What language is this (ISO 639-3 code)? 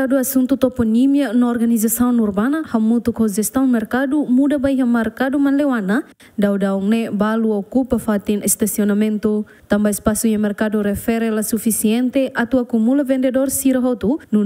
tet